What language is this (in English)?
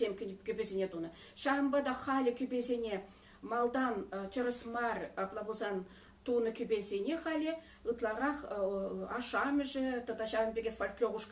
Chuvash